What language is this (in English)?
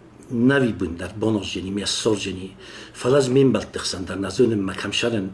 Ossetic